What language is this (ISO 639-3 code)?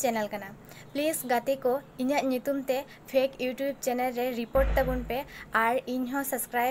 sat